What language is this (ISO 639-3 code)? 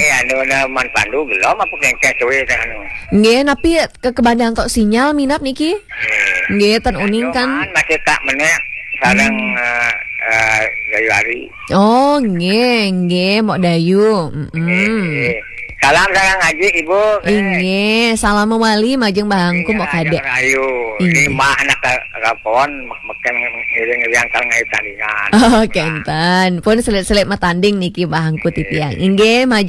ban